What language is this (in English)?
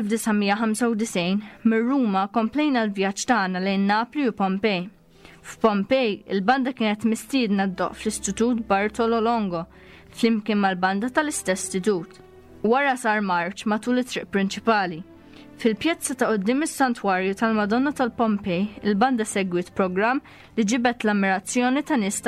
Maltese